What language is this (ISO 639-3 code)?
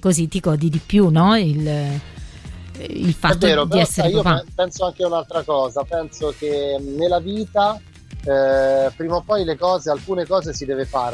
ita